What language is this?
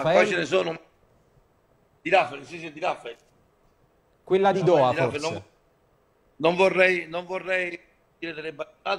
Italian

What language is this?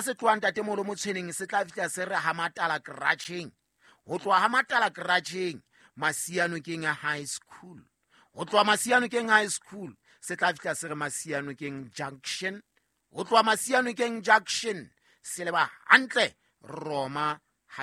Southern Sotho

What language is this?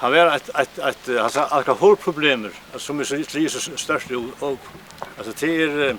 Faroese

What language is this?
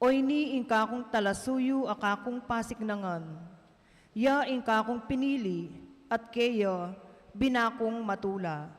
Pampanga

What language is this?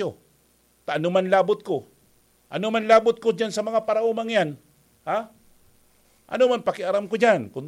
Bikol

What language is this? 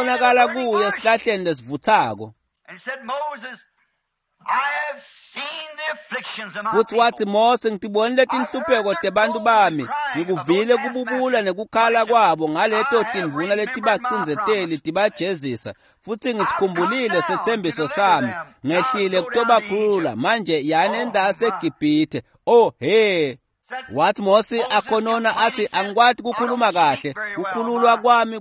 Swati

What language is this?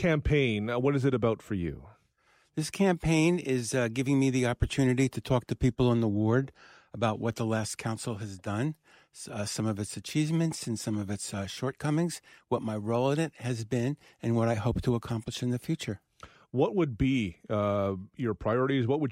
English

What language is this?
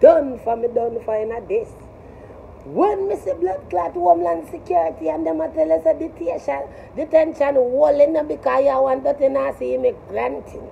Jamaican Creole English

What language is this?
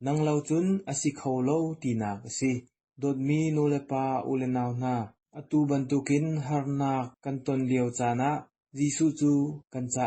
Hakha Chin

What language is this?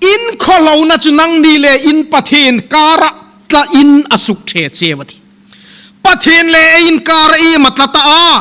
Hmar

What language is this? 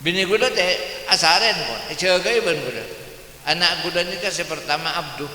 Madurese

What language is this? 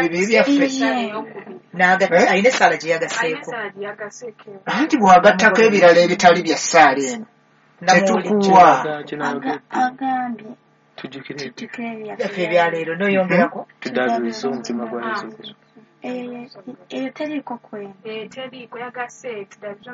Ganda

